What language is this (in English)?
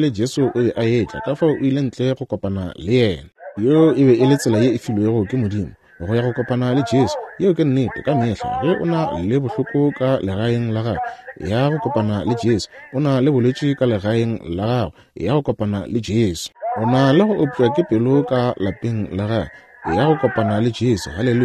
Northern Sotho